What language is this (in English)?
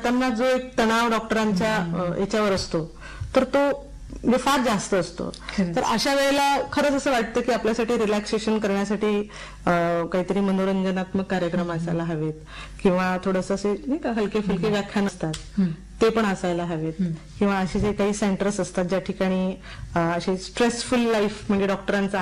Marathi